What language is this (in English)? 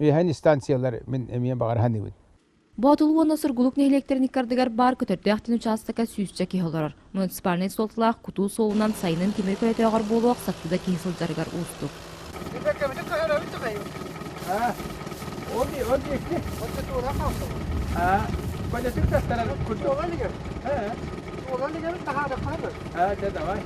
Yakut